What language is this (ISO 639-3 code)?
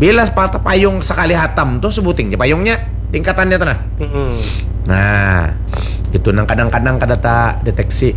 bjn